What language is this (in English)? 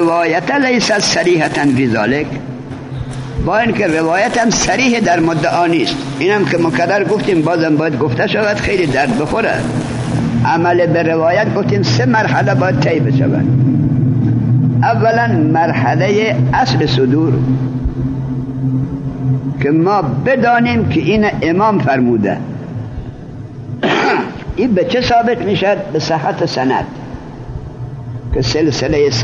Persian